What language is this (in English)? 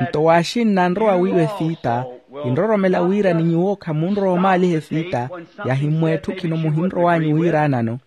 Makhuwa